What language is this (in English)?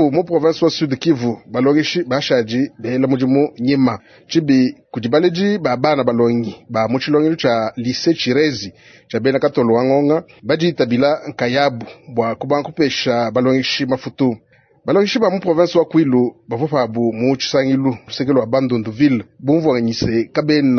Luba-Lulua